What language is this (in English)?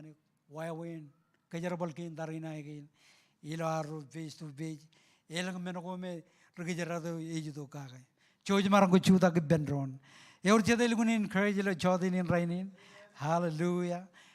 Marshallese